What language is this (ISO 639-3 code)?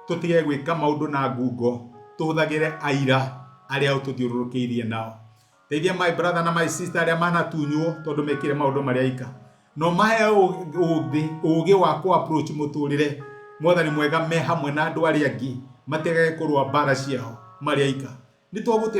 kik